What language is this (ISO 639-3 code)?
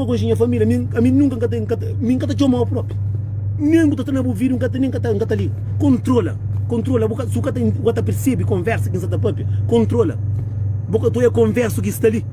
kea